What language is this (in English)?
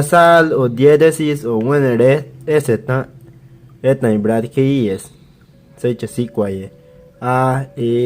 Bribri